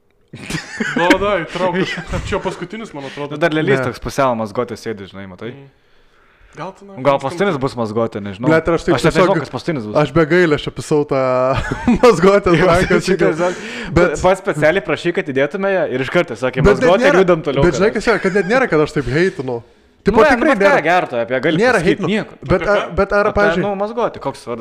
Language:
Lithuanian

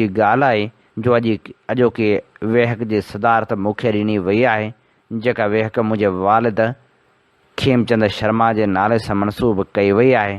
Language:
Sindhi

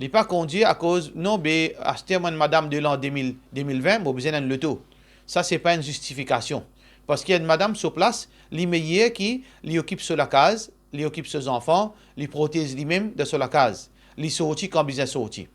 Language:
Morisyen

